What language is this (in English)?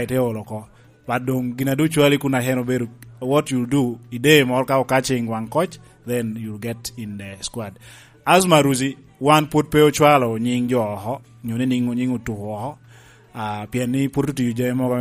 Lango (Uganda)